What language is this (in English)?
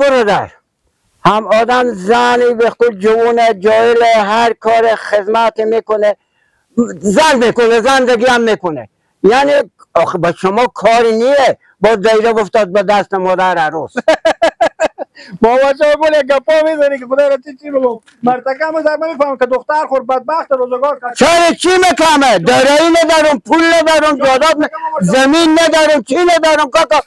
Persian